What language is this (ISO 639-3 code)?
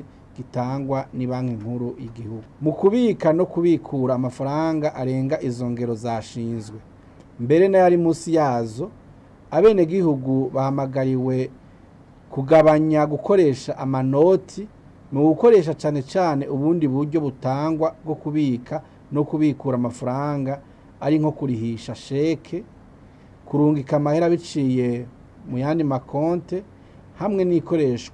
run